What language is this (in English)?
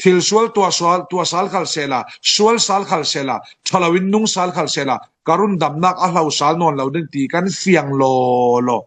Falam Chin